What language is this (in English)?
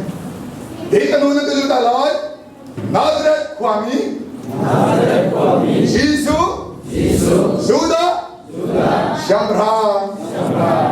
Hakha Chin